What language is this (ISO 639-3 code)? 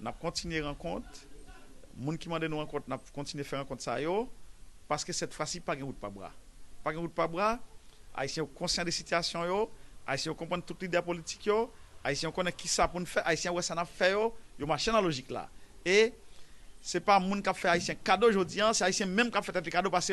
hat